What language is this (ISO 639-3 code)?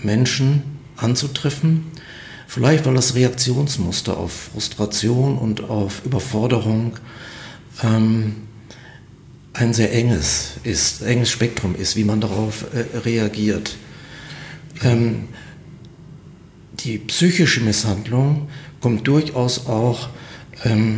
deu